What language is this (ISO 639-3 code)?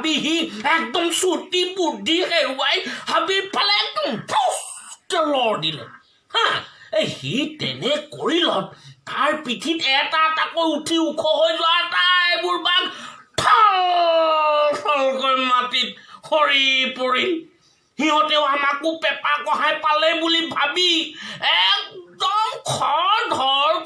asm